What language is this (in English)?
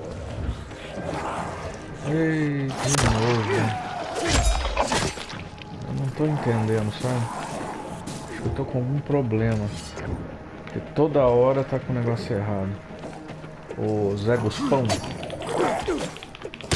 Portuguese